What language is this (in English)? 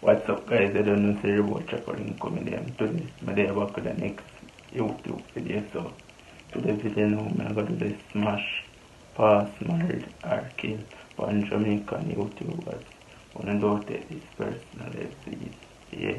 Jamaican Creole English